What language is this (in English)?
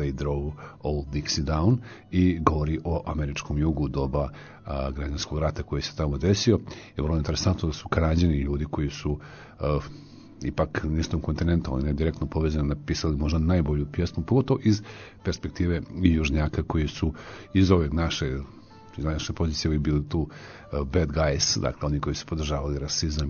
Serbian